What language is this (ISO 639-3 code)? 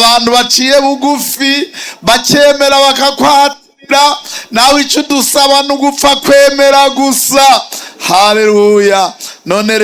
run